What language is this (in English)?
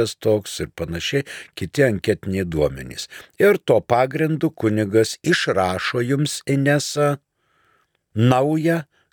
Lithuanian